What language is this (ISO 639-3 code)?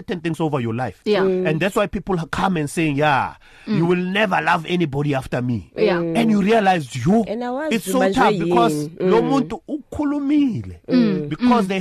eng